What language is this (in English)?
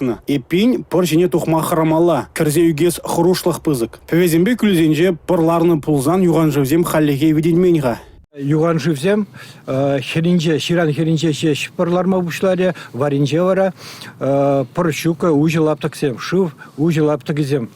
Chuvash